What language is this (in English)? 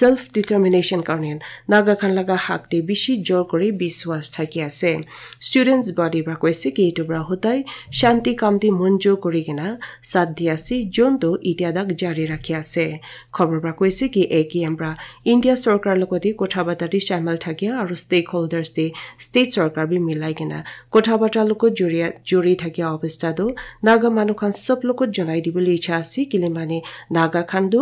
Naga Pidgin